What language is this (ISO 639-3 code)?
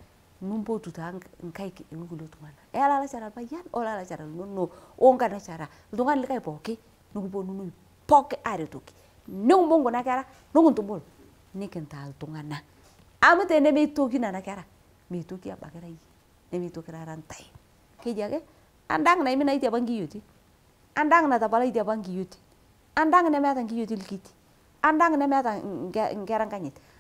mas